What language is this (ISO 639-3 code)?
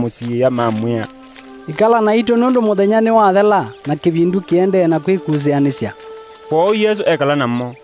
kam